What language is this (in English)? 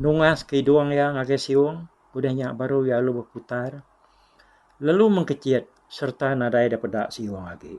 Iban